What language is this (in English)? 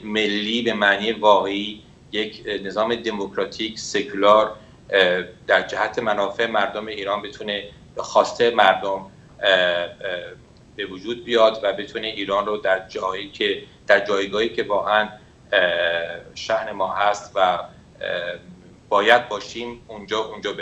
Persian